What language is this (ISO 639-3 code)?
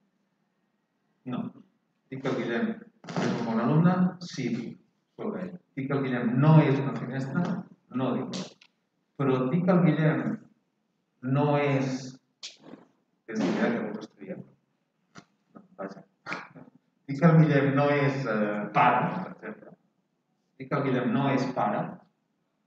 cat